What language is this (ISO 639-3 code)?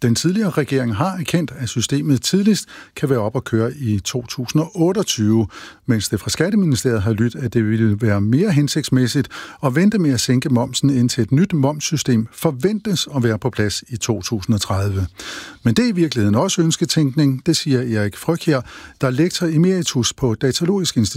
dan